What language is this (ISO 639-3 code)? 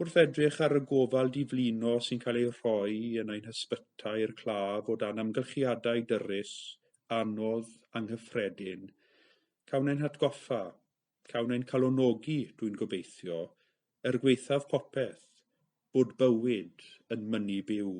cym